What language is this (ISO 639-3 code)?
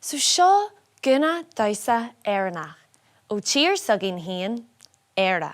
gle